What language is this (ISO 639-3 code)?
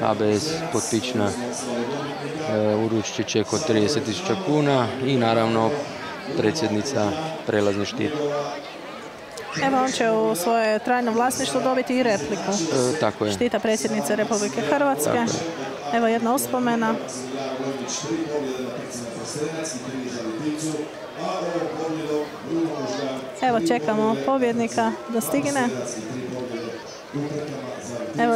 hrv